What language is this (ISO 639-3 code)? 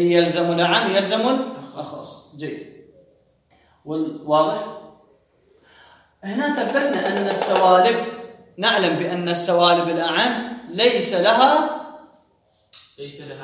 ara